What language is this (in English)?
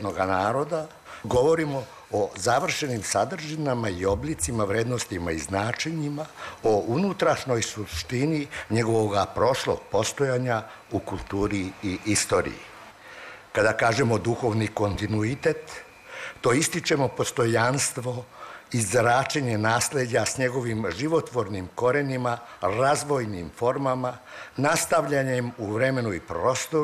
Serbian